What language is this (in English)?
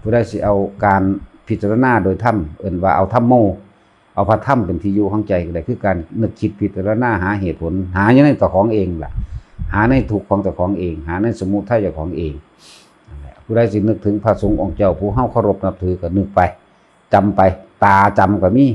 Lao